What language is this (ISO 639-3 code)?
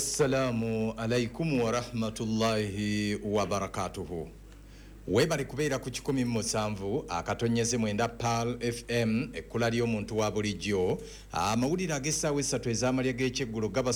lug